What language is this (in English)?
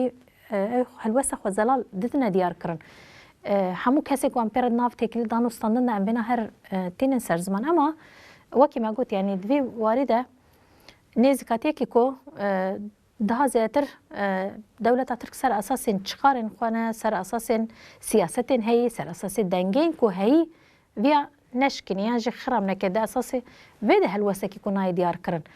Kurdish